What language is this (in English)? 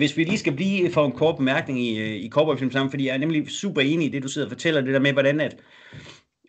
Danish